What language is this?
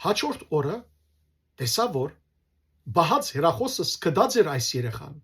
Western Armenian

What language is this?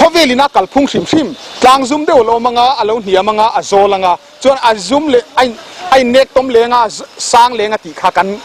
Mizo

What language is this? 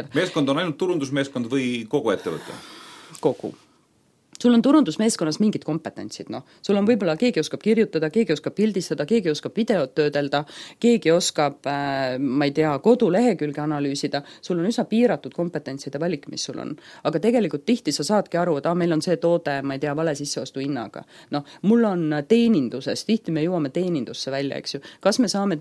Estonian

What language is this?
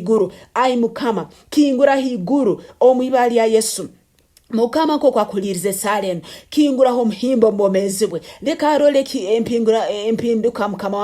Nyankole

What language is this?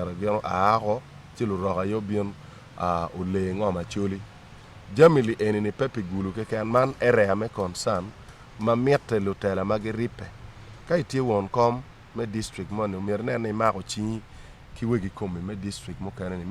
Acoli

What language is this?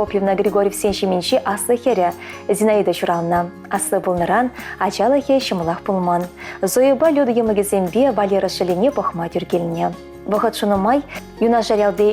Chuvash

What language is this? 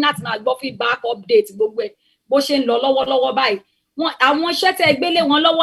Yoruba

